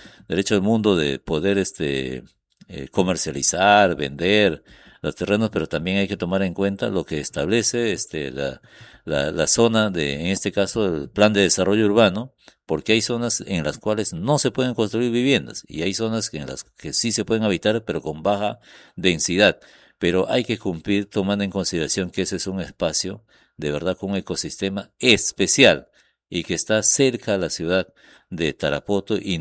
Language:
Spanish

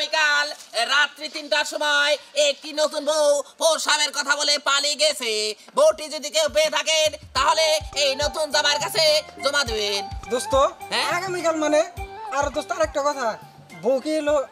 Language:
Bangla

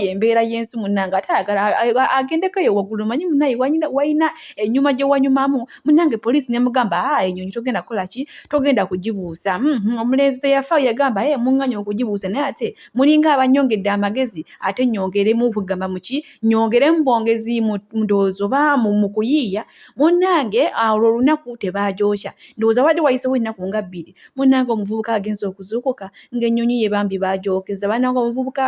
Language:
Ganda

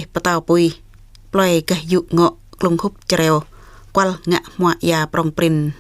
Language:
Jarai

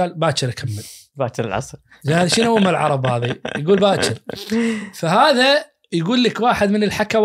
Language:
Najdi Arabic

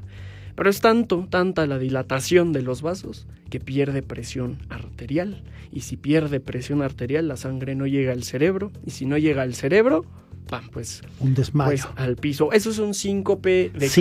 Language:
Spanish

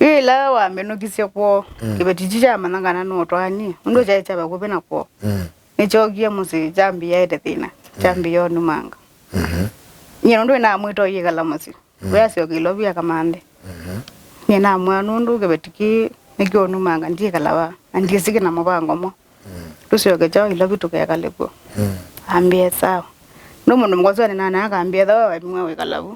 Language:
Kamba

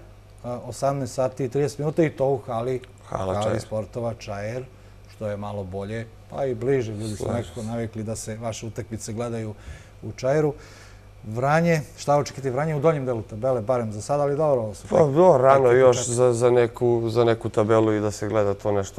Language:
Serbian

